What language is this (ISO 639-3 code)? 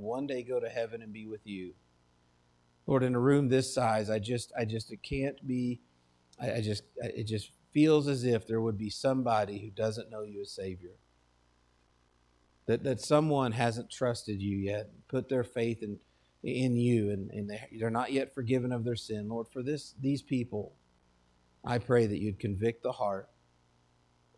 eng